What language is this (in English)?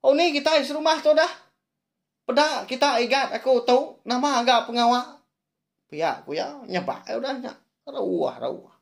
Iban